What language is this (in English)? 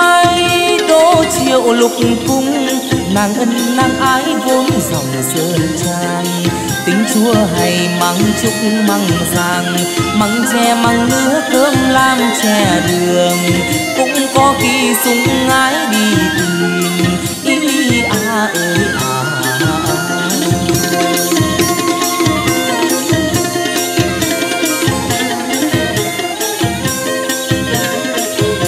Vietnamese